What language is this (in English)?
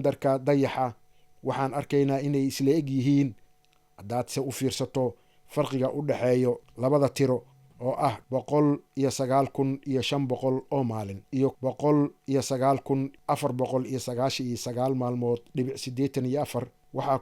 Somali